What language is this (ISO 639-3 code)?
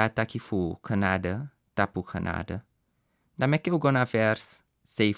srn